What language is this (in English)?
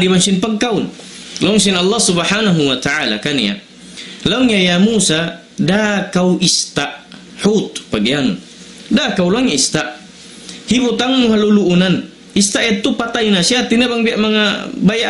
Tausug